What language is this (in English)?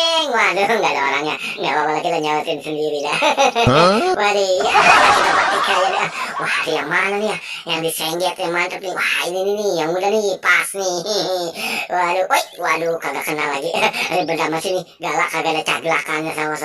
Betawi